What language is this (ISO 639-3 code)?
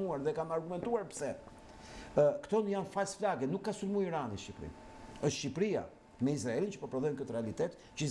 sqi